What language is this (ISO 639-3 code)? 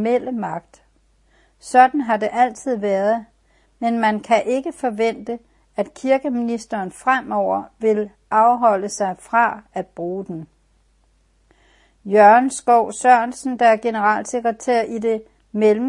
dan